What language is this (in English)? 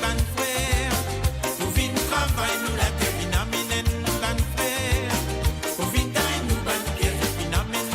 Morisyen